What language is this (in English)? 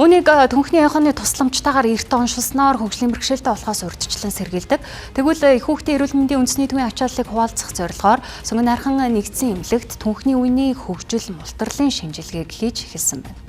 Mongolian